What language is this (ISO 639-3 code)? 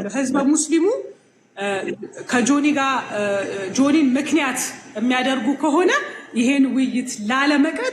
amh